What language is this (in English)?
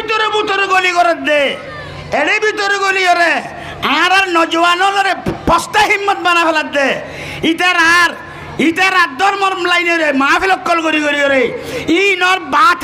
Rohingya